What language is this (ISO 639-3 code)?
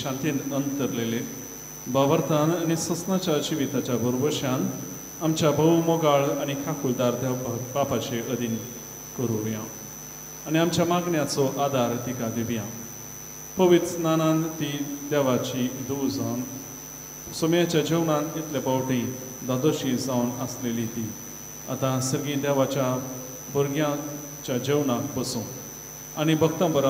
kok